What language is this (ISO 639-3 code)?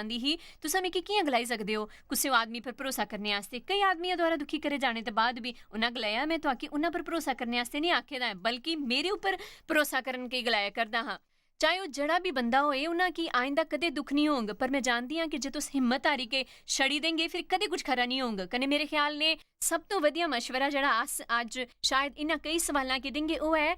doi